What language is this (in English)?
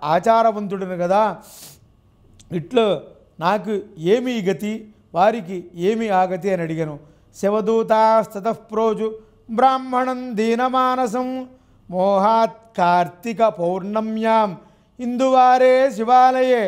Telugu